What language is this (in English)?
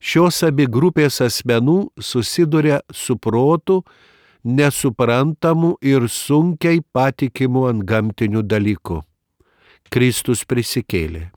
Lithuanian